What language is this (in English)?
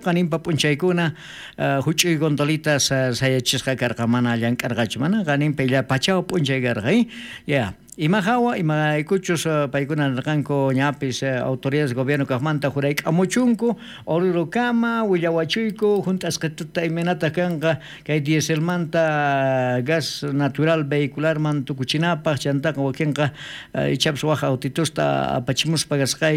South Bolivian Quechua